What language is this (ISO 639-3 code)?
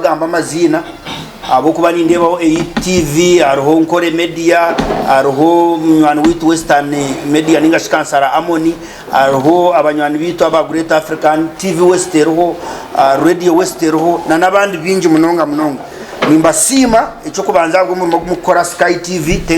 nyn